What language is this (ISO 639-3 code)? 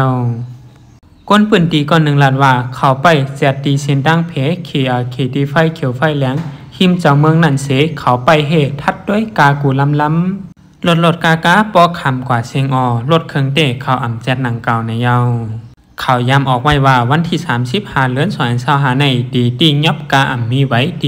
shn